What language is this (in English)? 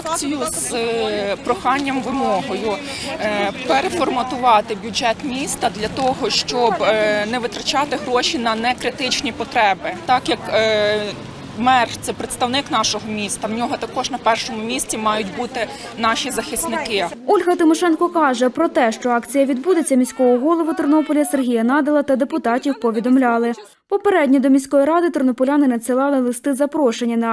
Ukrainian